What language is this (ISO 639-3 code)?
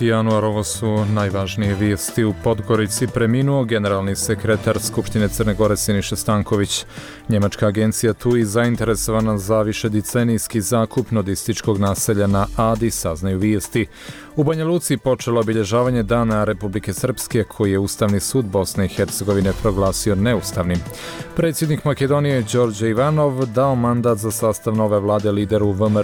srp